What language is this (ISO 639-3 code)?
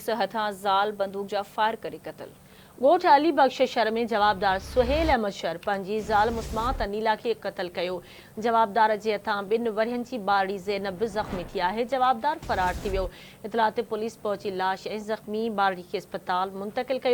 snd